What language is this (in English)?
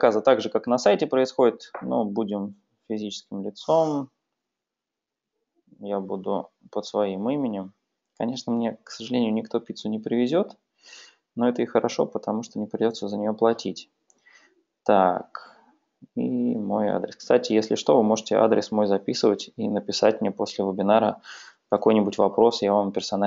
Russian